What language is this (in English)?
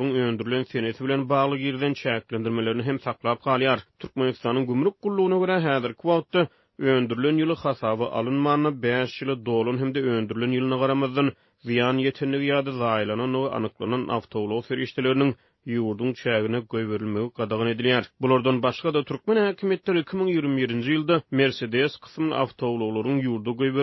Turkmen